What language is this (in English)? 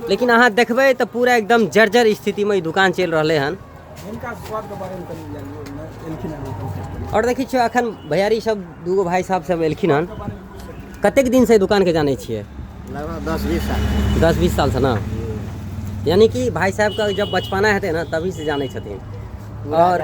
Maithili